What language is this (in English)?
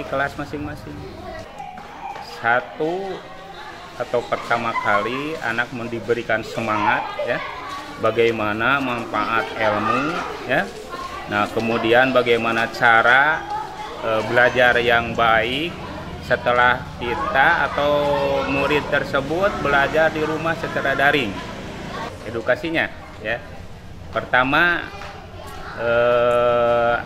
Indonesian